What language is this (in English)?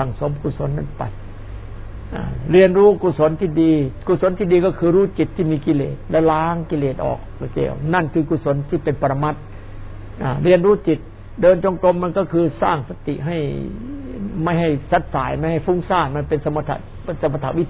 Thai